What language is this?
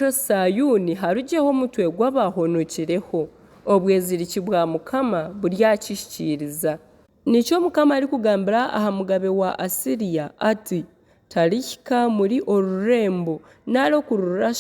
Nyankole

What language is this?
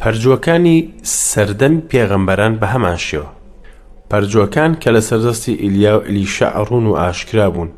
Central Kurdish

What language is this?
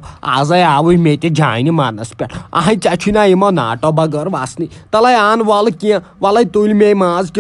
Kashmiri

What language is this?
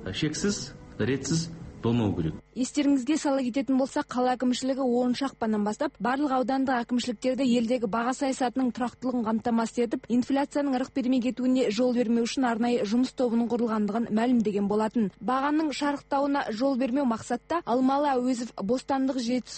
Kazakh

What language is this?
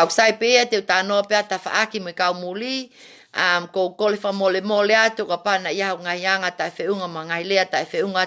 Tongan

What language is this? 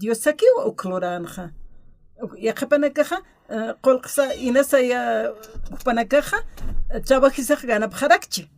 Aymara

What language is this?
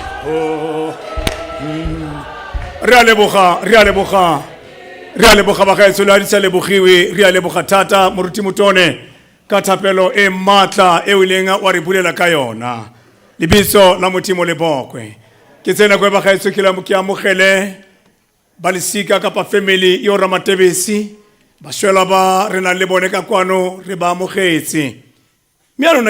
Tswana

